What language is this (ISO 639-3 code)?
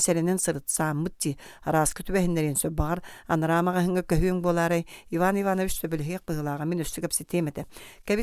sah